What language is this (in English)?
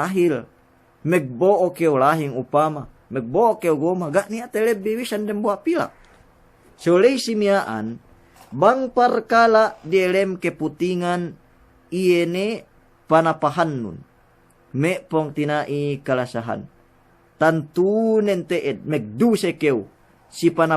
Yakan